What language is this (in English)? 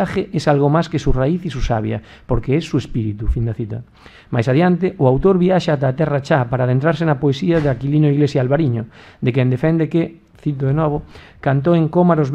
Galician